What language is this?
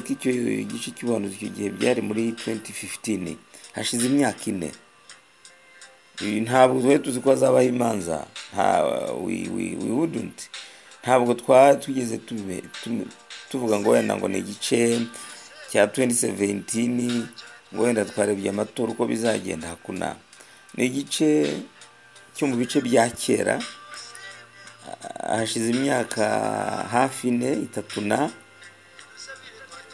Kinyarwanda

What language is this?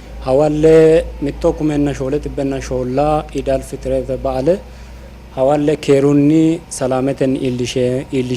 Sidamo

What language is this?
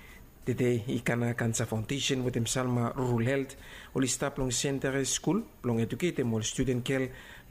Bislama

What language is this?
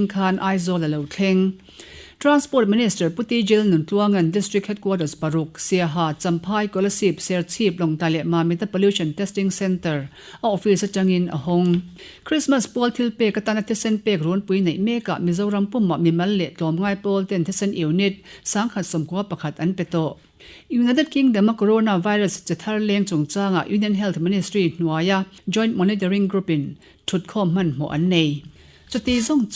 Mizo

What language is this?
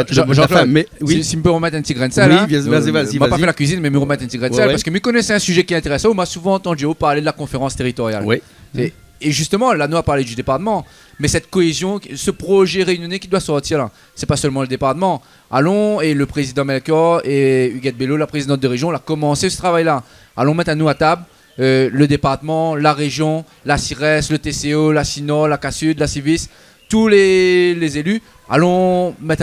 Réunion Creole French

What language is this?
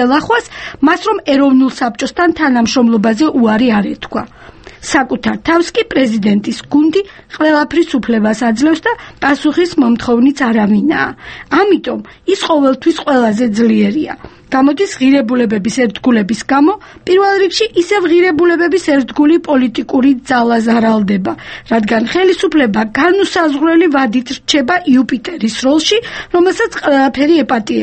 Georgian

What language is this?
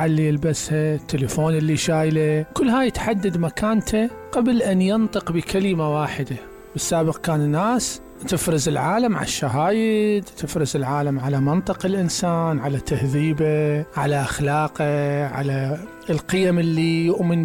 Mesopotamian Arabic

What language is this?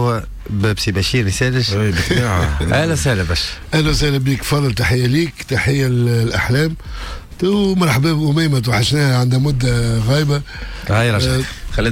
Tunisian Arabic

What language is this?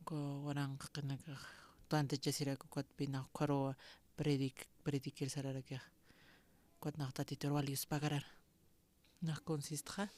Aymara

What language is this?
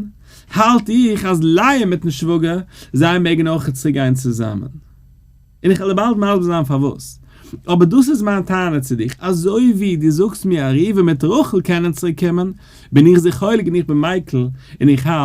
Yiddish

